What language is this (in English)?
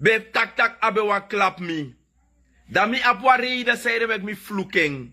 Sranan Tongo